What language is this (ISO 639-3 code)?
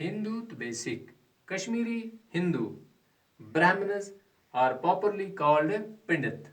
kas